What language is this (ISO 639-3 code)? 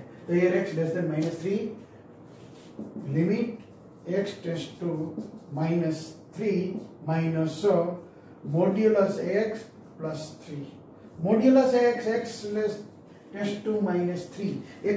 eng